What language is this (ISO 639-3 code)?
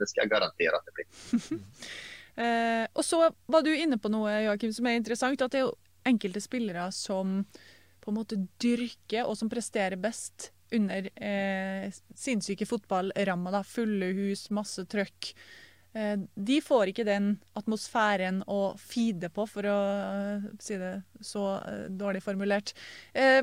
nor